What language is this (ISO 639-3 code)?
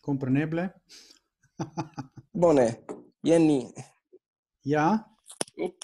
epo